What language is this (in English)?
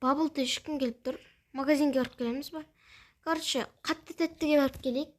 Kazakh